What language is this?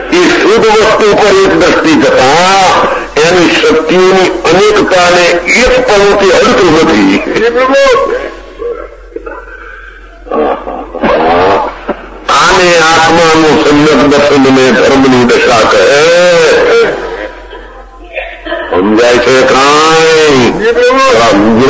Gujarati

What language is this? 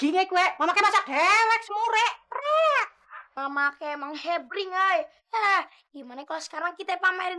Betawi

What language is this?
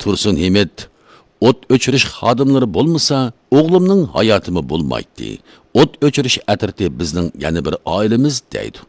Uyghur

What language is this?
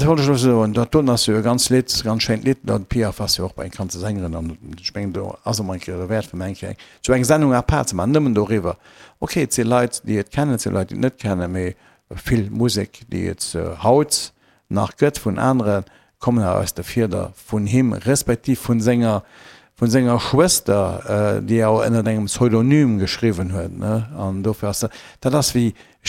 Luxembourgish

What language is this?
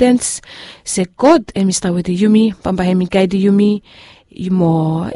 Bislama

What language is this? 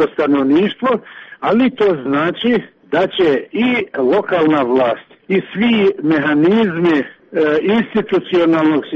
Serbian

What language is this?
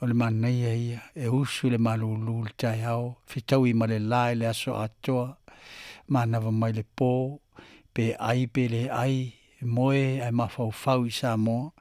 Samoan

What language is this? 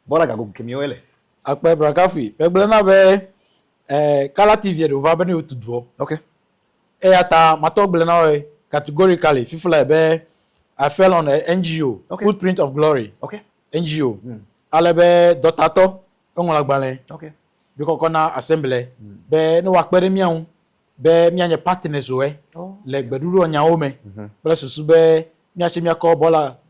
Ewe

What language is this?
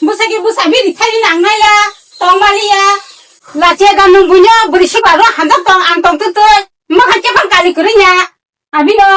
Kok Borok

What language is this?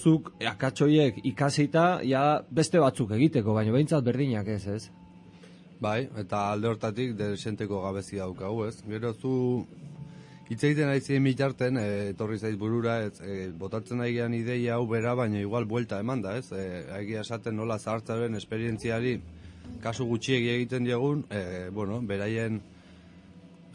Basque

